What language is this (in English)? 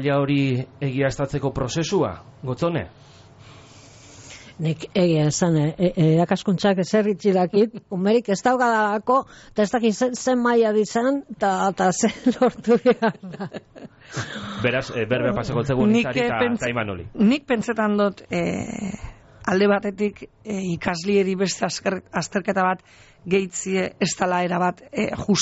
Basque